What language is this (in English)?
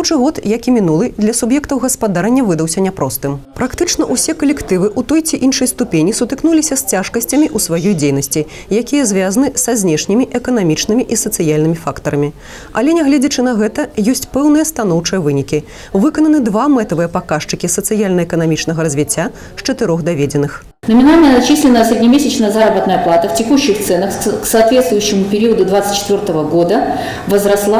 Belarusian